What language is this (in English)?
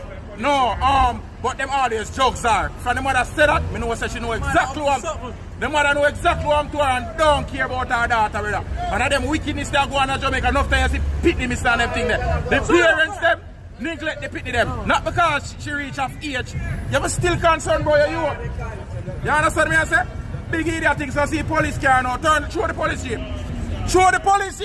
Jamaican Creole English